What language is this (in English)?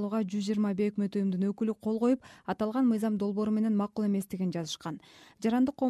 Kyrgyz